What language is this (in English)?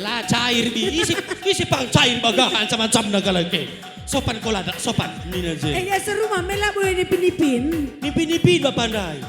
Batak Karo